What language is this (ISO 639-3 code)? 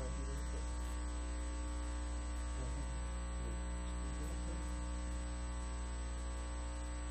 eng